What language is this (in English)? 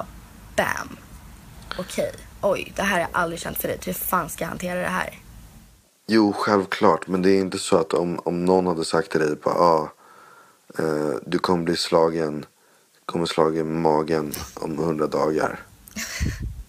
Swedish